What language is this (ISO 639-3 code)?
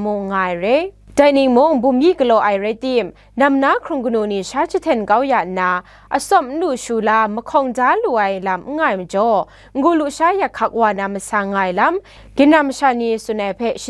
kac